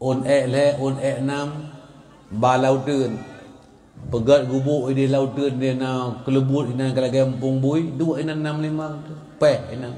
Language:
Achinese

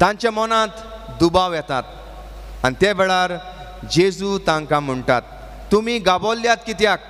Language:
Konkani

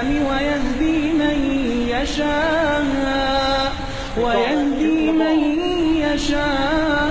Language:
Arabic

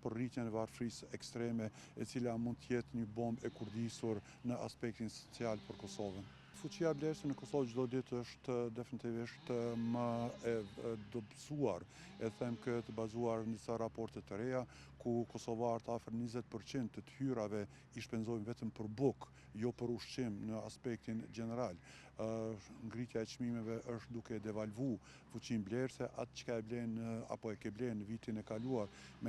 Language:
Albanian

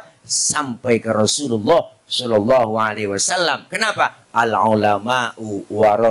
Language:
Betawi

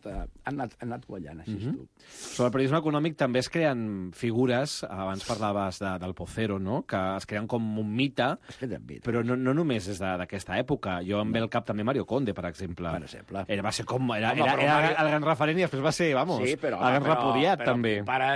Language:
Catalan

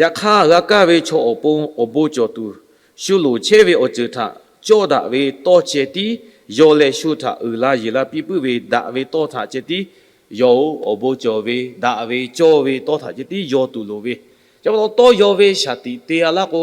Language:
Lahu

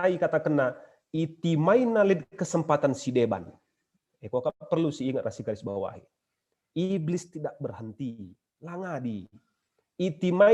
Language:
Batak Karo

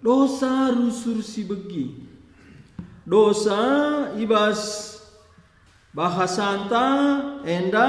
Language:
Batak Karo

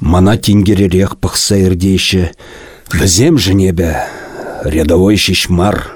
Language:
Chuvash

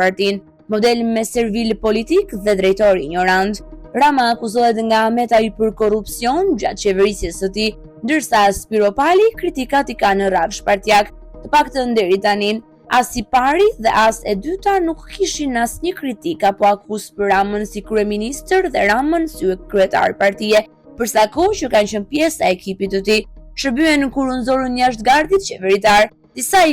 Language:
Albanian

